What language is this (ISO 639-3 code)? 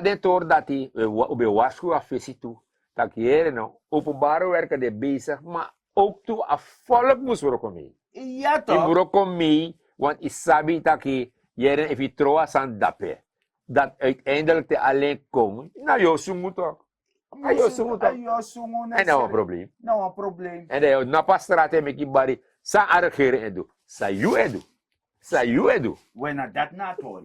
srn